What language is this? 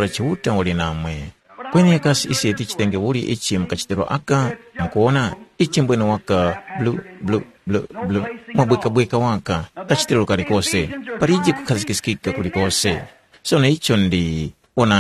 Tumbuka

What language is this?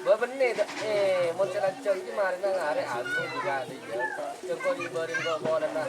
Madurese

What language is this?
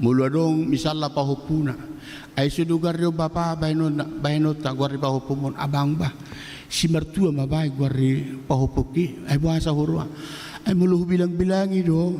Batak Toba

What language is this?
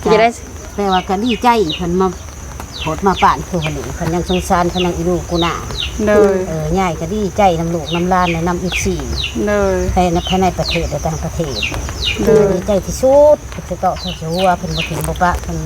Lao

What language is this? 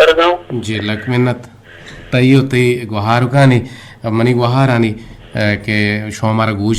Eastern Balochi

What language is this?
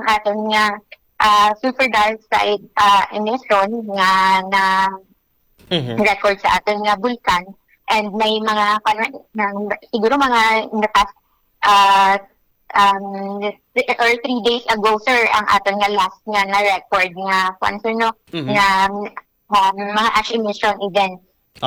Hiligaynon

